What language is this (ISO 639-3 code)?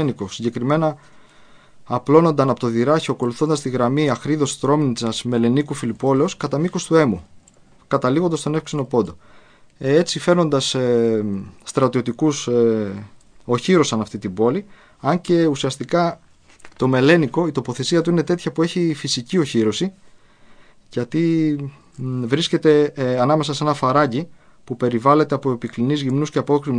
ell